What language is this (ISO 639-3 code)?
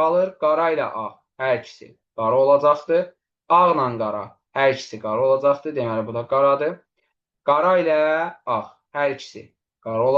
aze